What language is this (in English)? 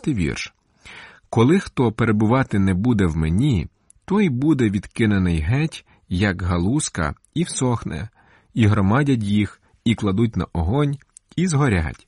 Ukrainian